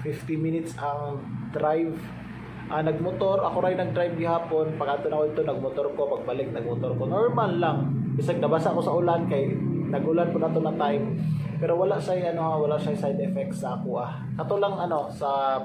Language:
Cebuano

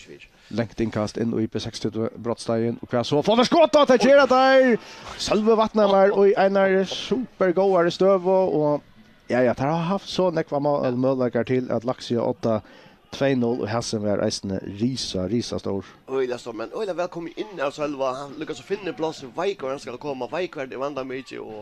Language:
Faroese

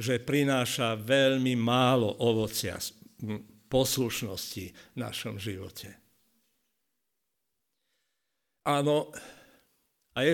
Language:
Slovak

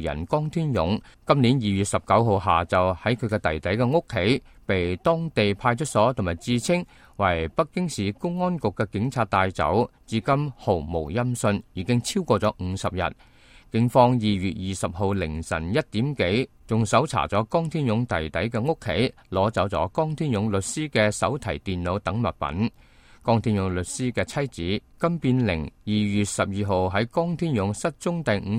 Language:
Cantonese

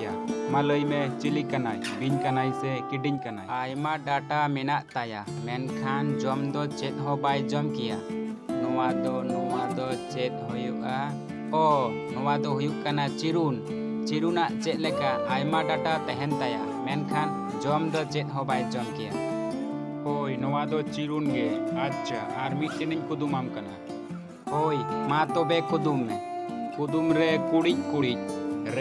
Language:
Santali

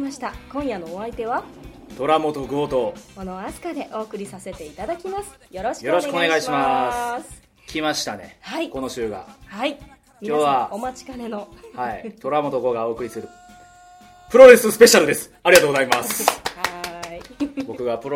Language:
Japanese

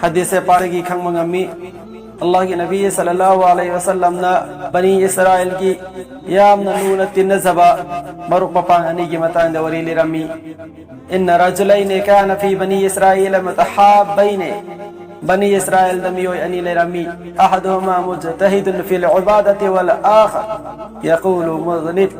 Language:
Manipuri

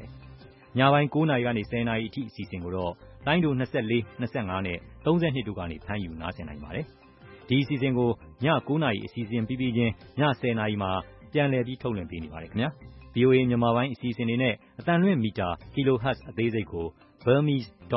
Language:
Burmese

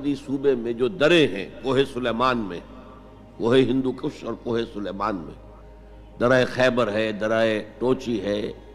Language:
Urdu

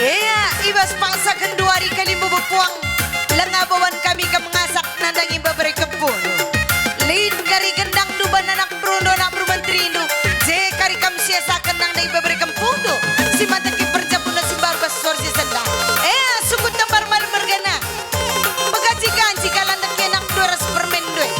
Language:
Batak Karo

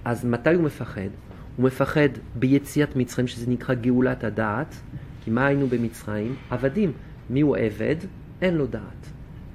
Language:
Hebrew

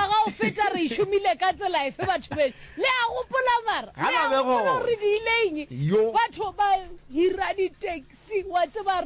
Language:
Northern Sotho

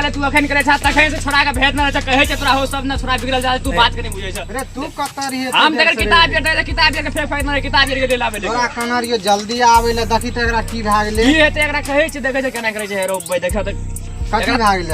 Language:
Maithili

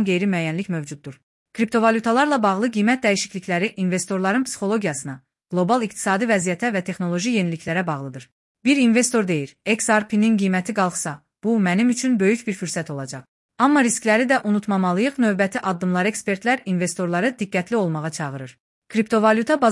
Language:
Azerbaijani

